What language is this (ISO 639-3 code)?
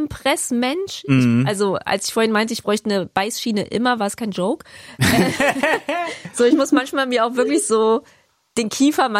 deu